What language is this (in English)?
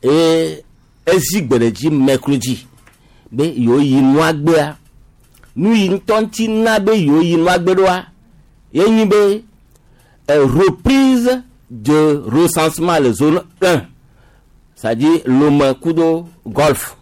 Gen